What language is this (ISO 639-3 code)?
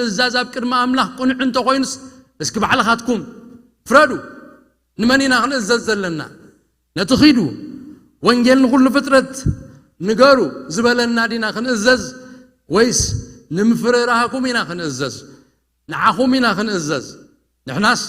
tir